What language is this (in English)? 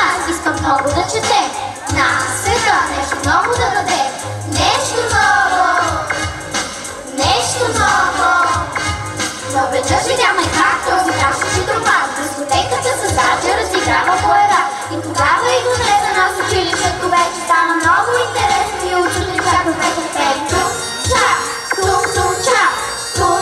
Bulgarian